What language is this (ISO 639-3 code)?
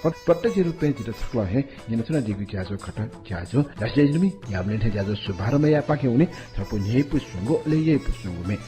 new